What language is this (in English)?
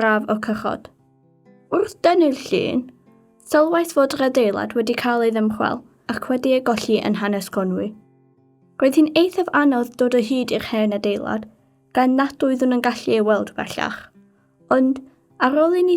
Welsh